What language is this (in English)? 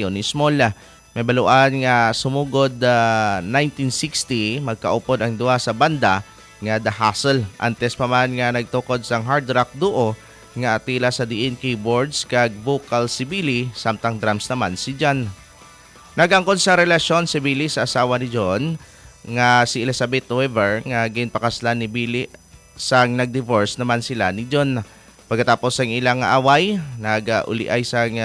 Hiligaynon